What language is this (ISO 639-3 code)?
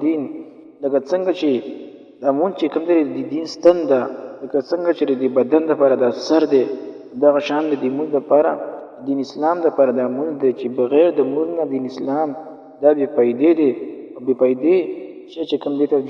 pus